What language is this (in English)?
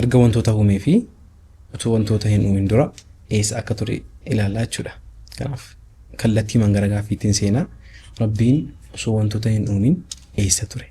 Oromo